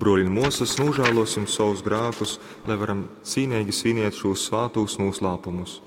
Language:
Latgalian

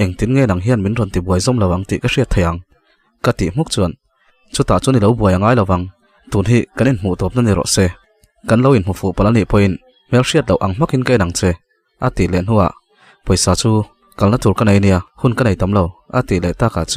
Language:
Mizo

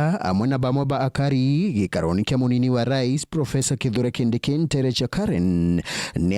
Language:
Meru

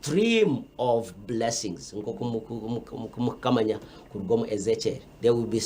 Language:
Nyankole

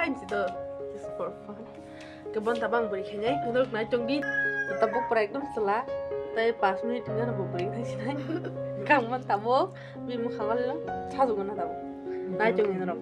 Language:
Kok Borok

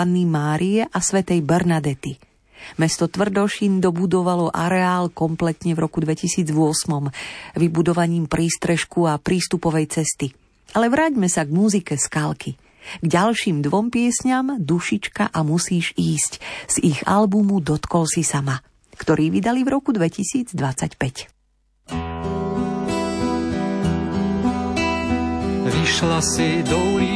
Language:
Slovak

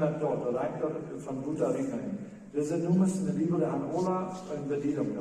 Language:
Plautdietsch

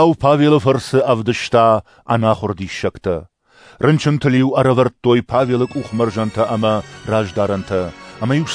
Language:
Ossetic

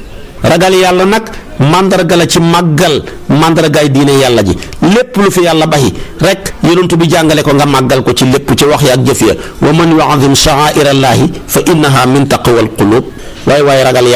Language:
Wolof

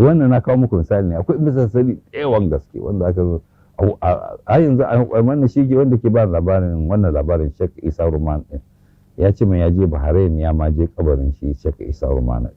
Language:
Hausa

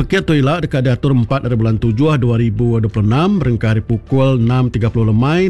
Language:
Iban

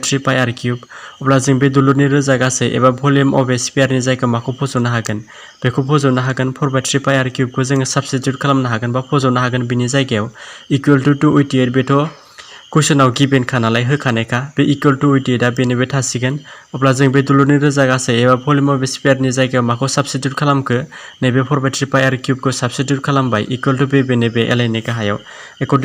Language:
Bodo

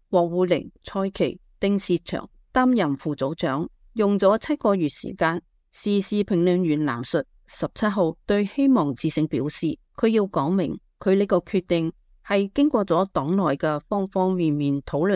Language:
Cantonese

